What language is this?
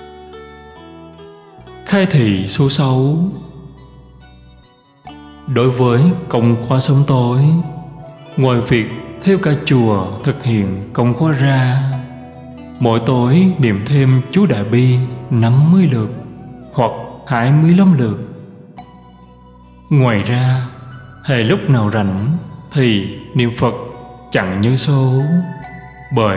Vietnamese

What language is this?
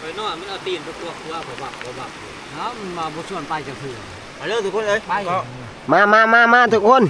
Northeastern Thai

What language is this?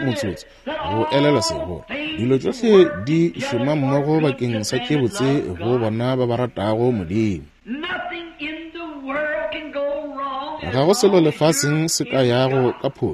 Northern Sotho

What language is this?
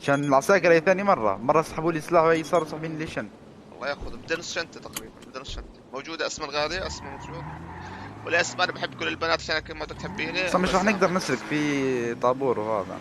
North Levantine Arabic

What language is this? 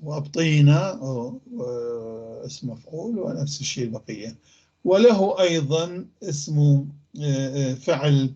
North Levantine Arabic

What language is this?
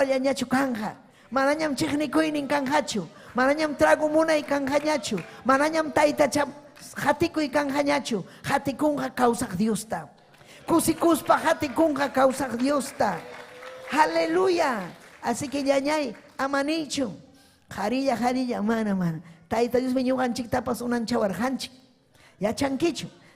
Ayacucho Quechua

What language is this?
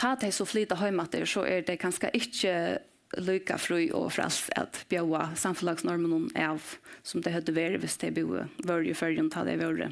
Faroese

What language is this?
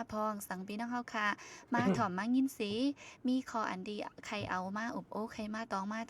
Shan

